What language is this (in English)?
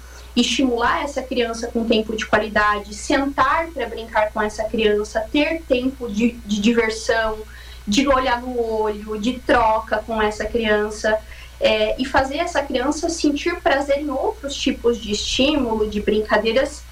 Portuguese